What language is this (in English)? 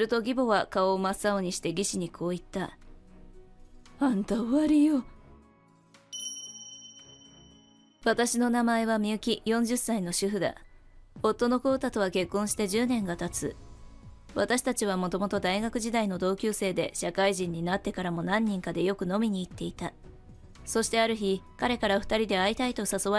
Japanese